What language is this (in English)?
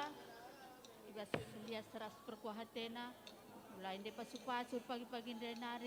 Batak Simalungun